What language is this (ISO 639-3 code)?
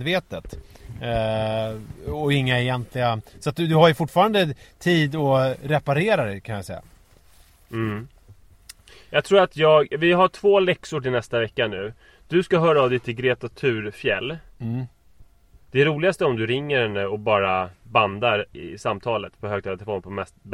swe